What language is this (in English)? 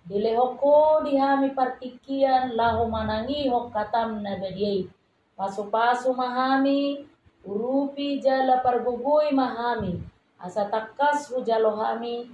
Batak Toba